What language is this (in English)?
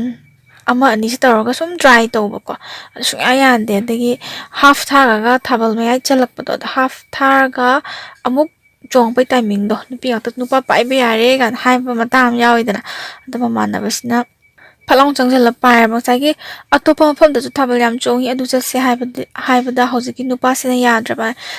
Manipuri